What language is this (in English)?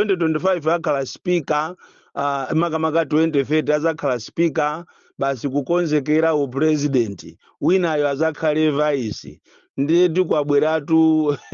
Nyanja